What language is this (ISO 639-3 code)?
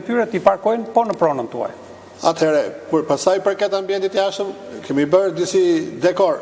sqi